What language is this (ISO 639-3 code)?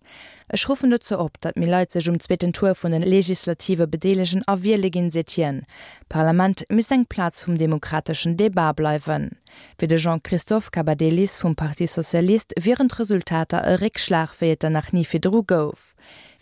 ltz